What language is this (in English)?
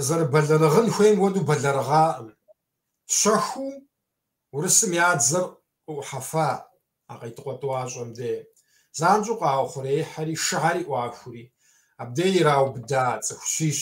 Kabardian